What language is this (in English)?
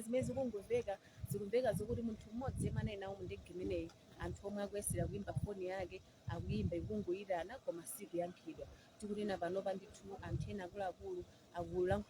Nyanja